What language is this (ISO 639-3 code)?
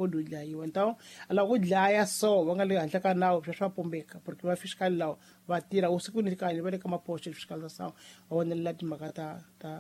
tso